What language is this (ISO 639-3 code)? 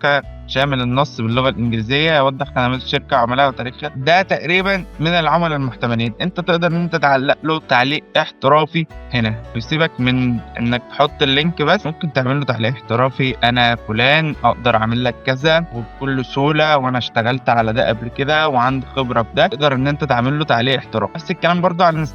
arz